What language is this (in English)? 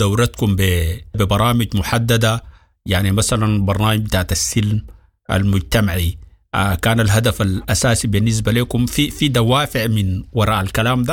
Sudanese Arabic